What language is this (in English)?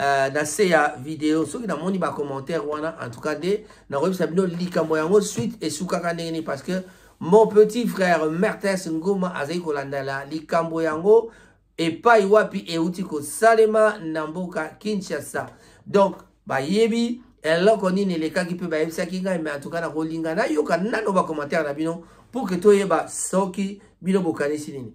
Lingala